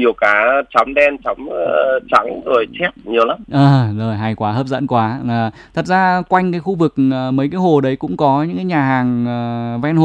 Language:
Vietnamese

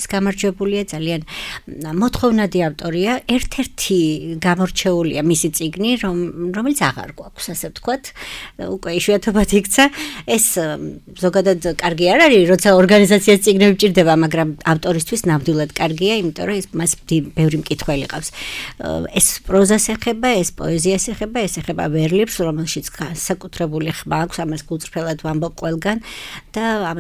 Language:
Georgian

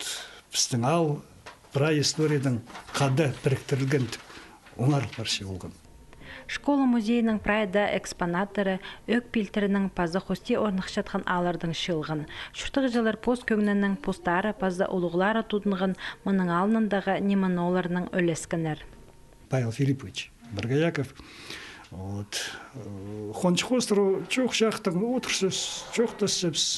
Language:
Khakas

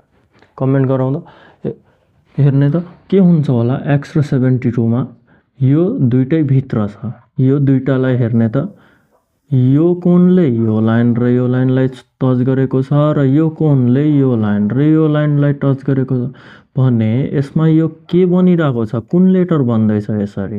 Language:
Nepali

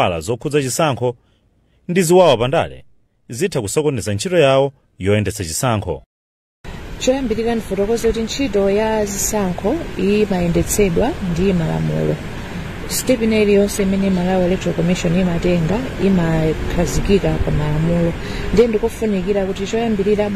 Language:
Nyanja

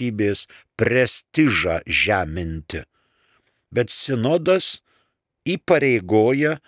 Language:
Lithuanian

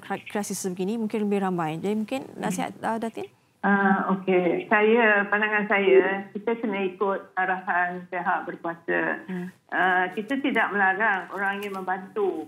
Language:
Malay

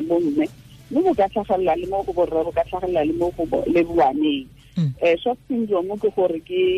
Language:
Tswana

